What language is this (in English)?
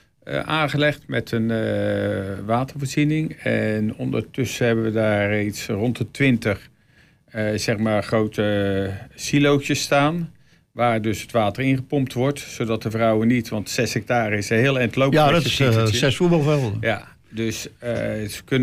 Dutch